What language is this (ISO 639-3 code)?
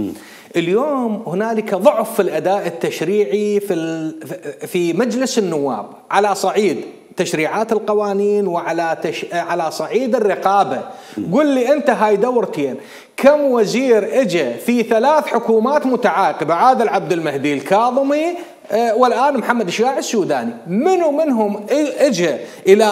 acm